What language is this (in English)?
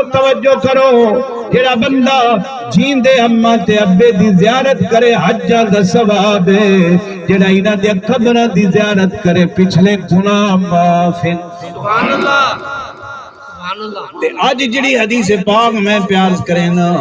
Saraiki